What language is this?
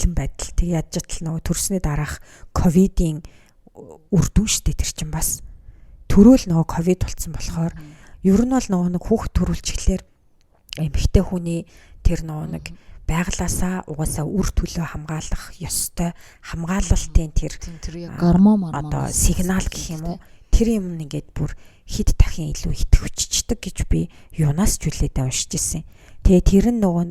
Mongolian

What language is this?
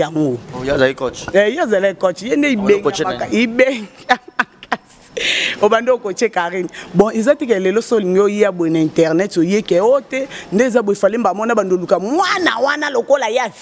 Lingala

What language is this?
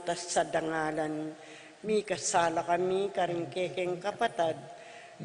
Pampanga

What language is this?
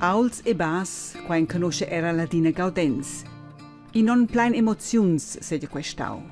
Romansh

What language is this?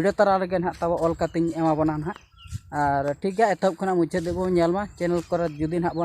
Santali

